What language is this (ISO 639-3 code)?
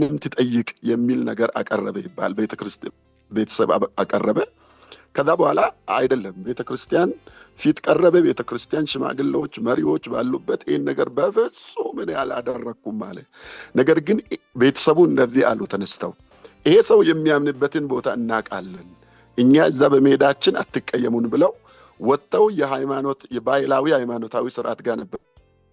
amh